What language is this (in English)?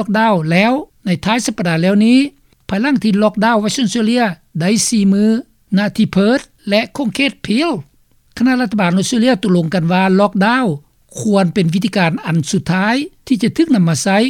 Lao